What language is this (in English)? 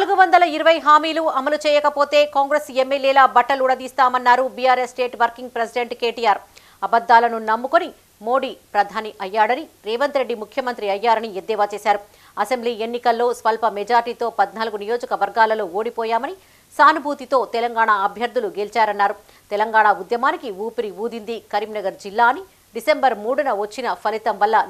Telugu